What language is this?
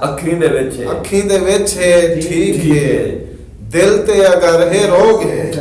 Saraiki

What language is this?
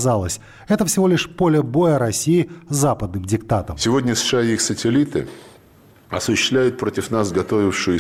Russian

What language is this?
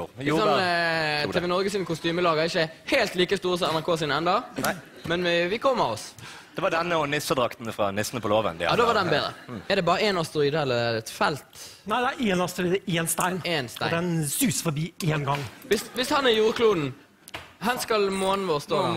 Norwegian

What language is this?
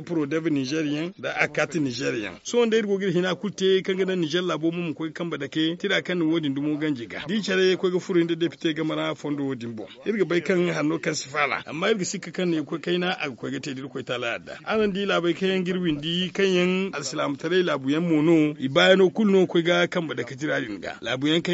Zarma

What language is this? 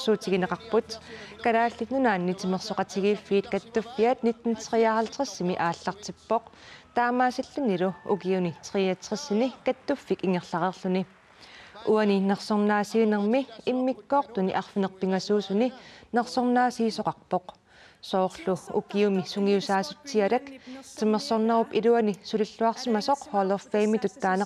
Kalaallisut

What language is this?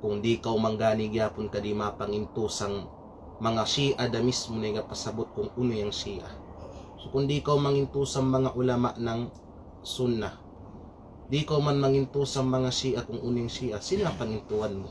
Kalagan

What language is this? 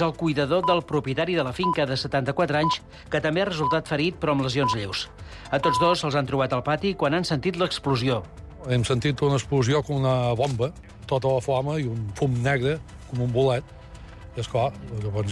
Catalan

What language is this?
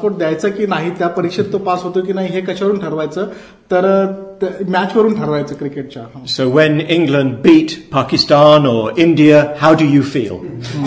Marathi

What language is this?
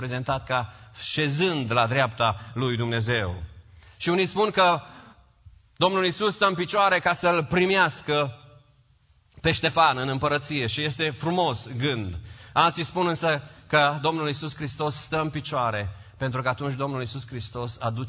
Romanian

